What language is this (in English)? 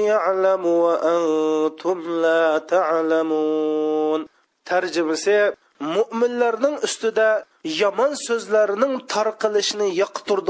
Uyghur